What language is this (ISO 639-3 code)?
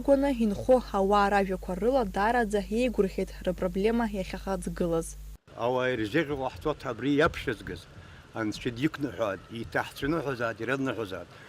abk